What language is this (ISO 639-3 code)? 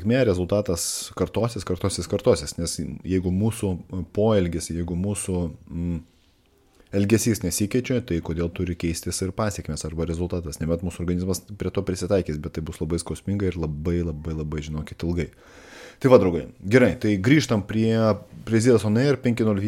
lit